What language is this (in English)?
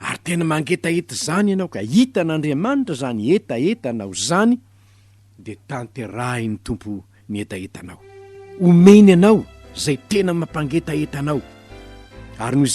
Malagasy